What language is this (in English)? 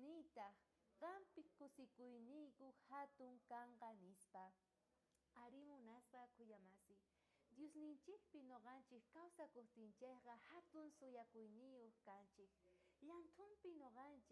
South Bolivian Quechua